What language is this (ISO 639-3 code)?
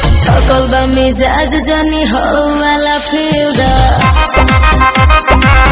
bho